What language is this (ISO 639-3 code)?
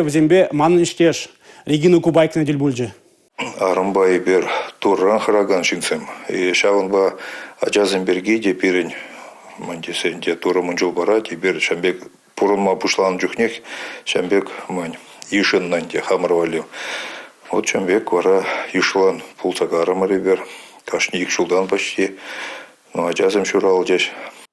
chv